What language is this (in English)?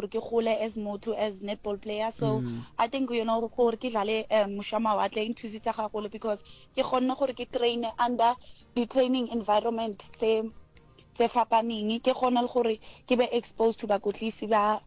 Northern Sotho